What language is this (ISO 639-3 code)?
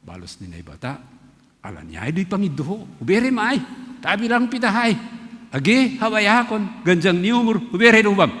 bts